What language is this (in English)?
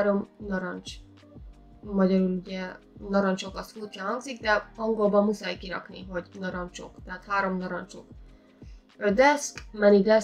Hungarian